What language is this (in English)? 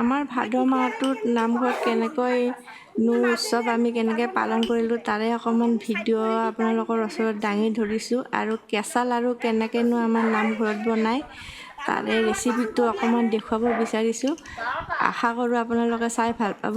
Assamese